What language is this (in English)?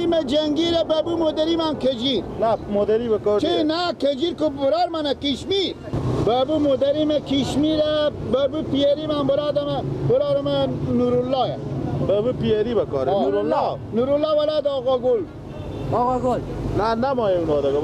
Persian